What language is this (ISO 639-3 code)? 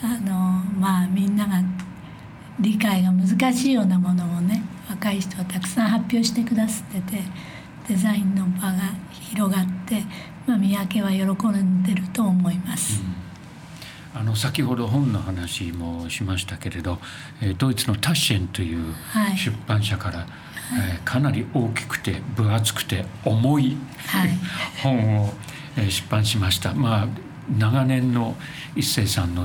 jpn